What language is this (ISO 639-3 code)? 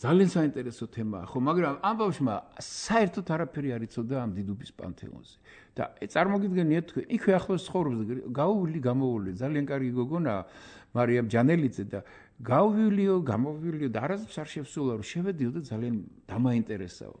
kat